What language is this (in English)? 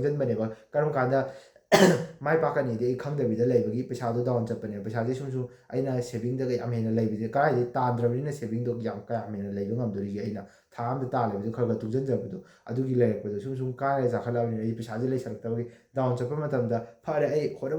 Manipuri